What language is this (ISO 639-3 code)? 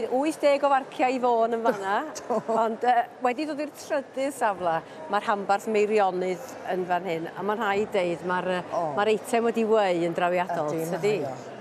cym